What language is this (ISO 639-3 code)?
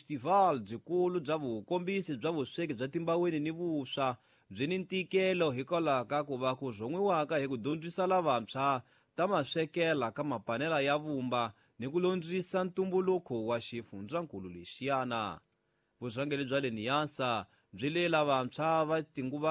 tso